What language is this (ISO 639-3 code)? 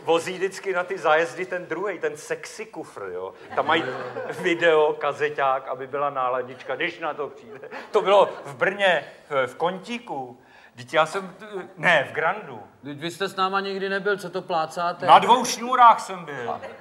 ces